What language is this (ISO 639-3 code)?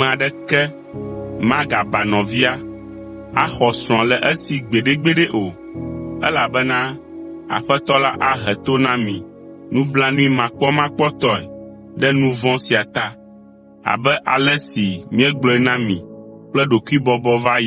ewe